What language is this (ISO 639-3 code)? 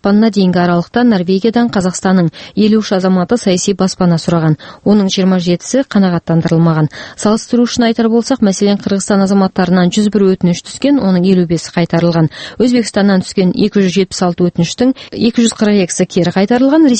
kaz